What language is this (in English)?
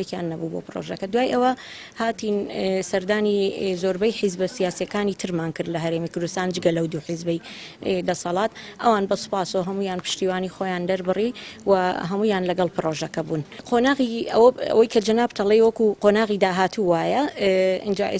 Central Kurdish